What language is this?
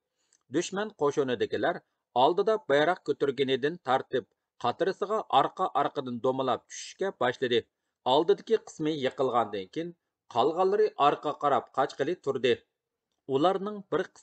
Uyghur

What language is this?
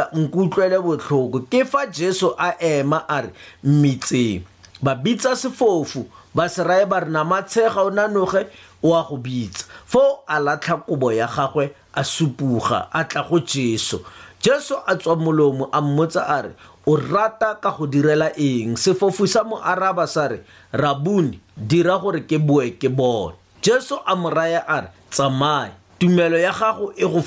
Tswana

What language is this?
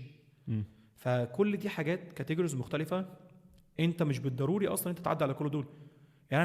Egyptian Arabic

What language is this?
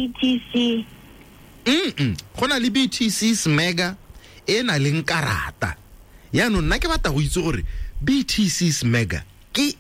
Tswana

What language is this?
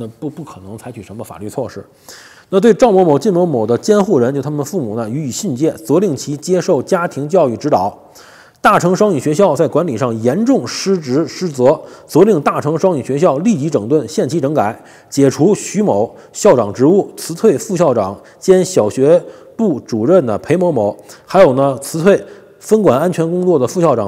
Chinese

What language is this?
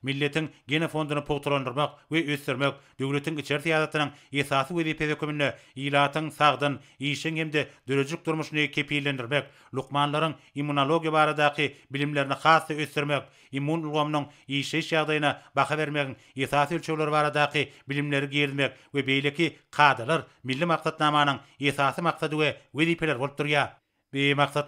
Turkmen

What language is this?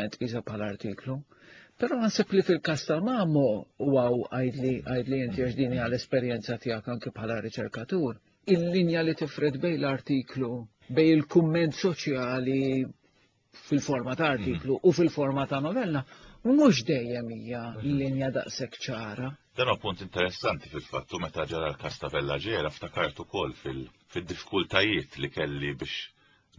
Maltese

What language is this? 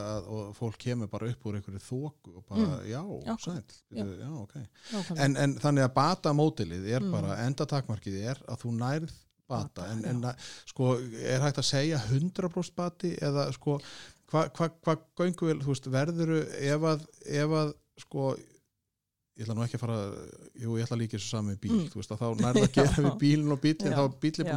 Icelandic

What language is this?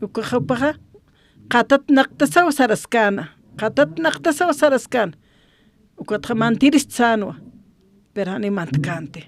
Aymara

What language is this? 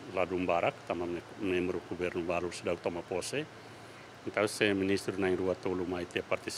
Tetum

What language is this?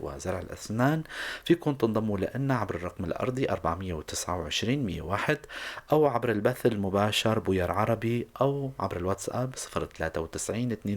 North Levantine Arabic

